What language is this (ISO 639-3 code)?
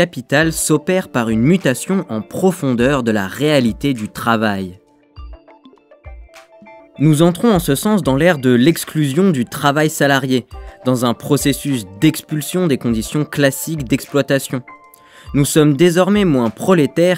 fra